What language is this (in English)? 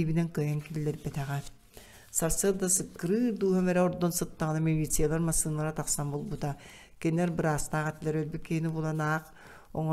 Yakut